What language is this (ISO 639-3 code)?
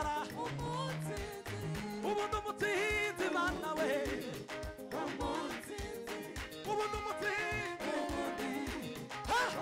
kin